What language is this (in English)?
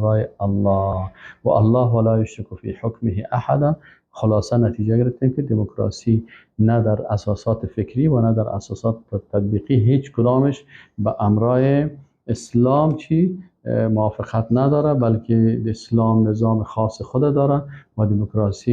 Persian